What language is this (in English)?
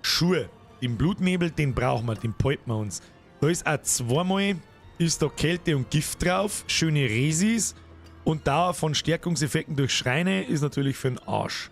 Bavarian